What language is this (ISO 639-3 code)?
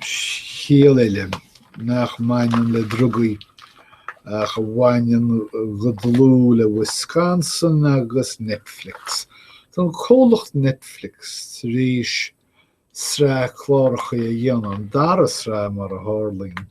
gle